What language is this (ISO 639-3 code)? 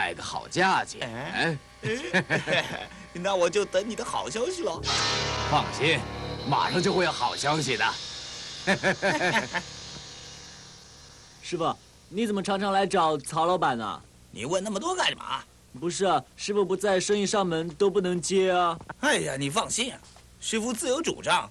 zho